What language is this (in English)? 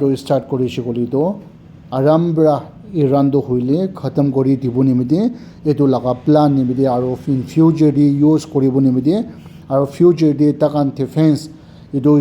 Naga Pidgin